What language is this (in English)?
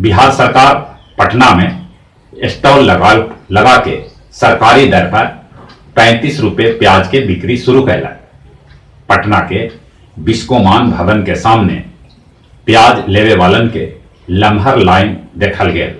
Magahi